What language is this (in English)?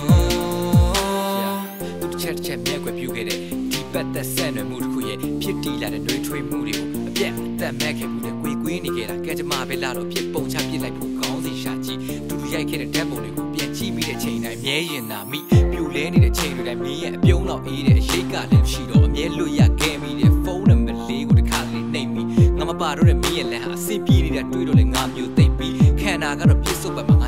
Burmese